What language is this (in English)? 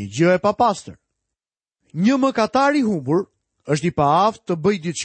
Albanian